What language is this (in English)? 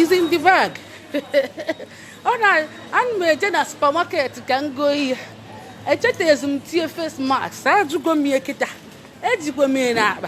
Igbo